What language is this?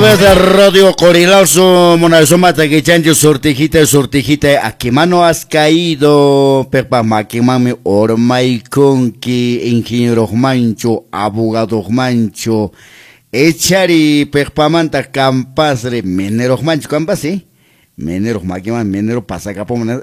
Quechua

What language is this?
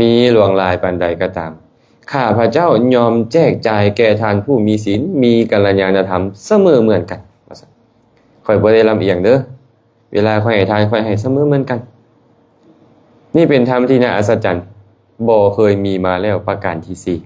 Lao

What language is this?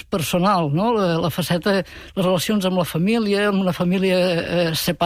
Catalan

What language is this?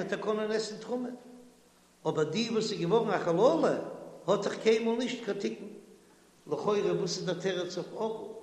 Yiddish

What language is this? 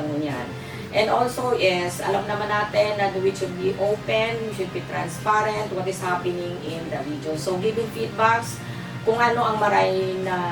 Bikol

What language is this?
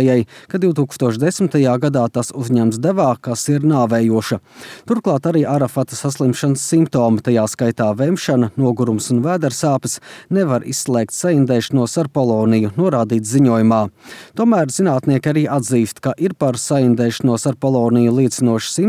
Latvian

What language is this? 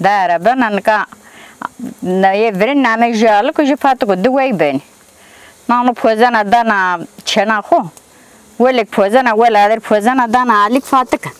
Zaza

